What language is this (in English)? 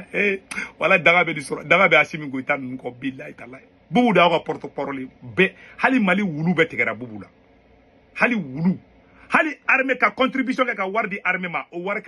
Bambara